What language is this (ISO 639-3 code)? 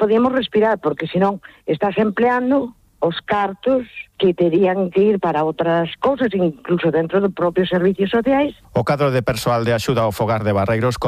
glg